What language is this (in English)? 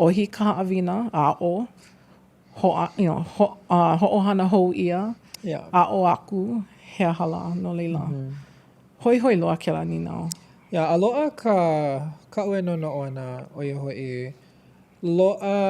Hawaiian